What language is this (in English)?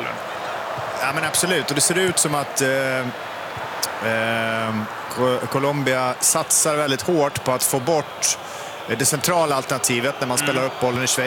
Swedish